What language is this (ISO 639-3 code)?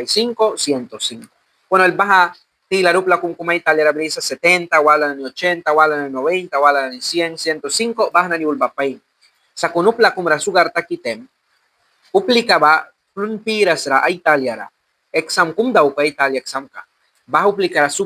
miq